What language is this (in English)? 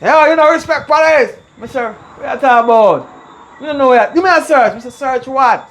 Jamaican Creole English